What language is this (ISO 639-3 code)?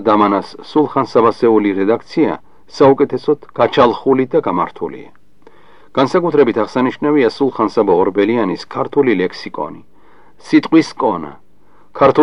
kat